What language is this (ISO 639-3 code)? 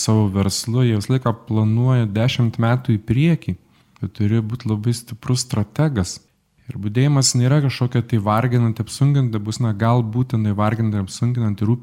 lit